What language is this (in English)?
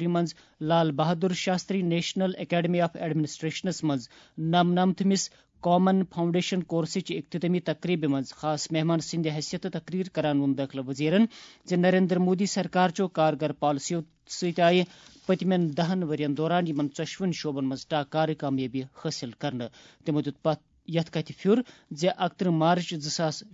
Kashmiri